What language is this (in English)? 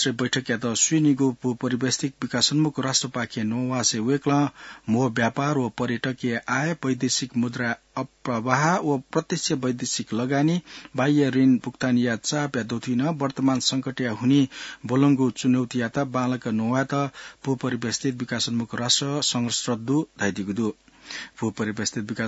Newari